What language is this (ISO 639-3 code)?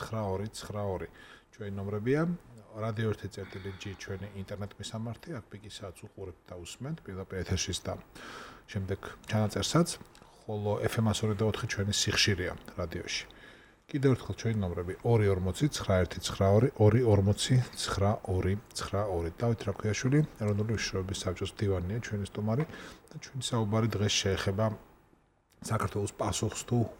kat